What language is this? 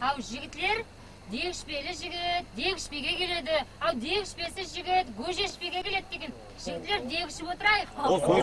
Kara-Kalpak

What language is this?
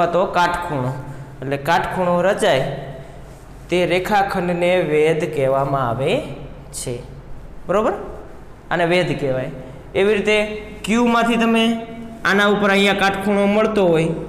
Gujarati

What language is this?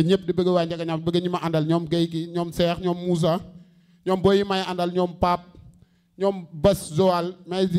Wolof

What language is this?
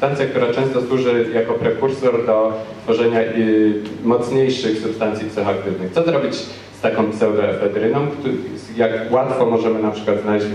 Polish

